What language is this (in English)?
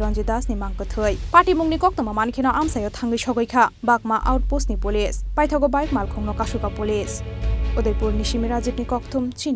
Kok Borok